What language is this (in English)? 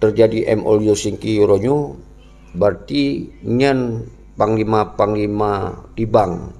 Achinese